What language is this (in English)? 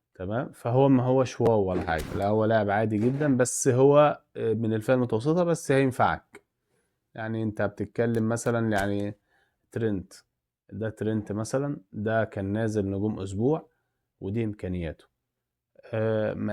Egyptian Arabic